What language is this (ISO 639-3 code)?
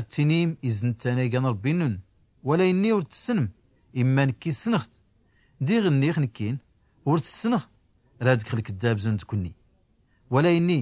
shi